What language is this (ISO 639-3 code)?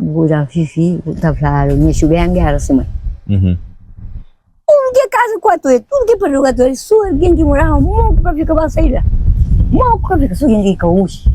kea